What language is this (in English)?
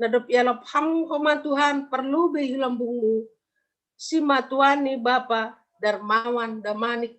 Batak Simalungun